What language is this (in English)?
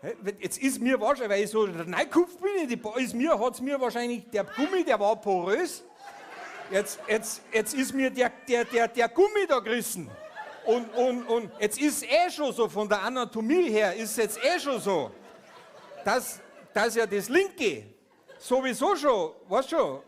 Bavarian